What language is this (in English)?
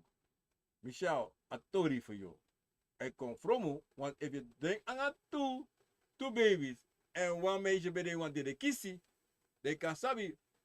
Sranan Tongo